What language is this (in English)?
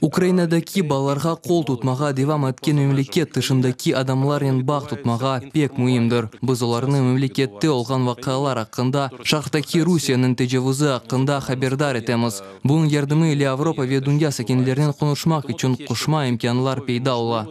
Crimean Tatar